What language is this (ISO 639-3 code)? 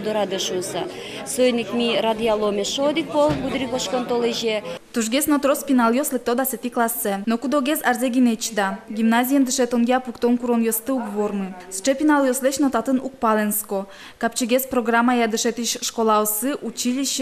udm